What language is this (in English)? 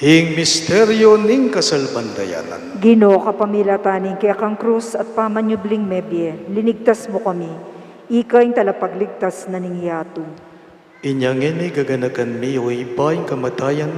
Pampanga